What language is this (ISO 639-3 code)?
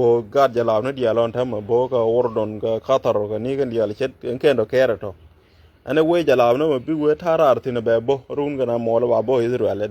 nus